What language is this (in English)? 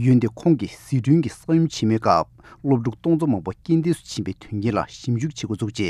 Tibetan